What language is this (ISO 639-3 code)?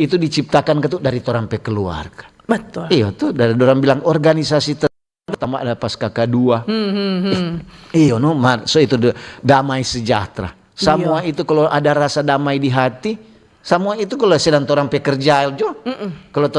xmm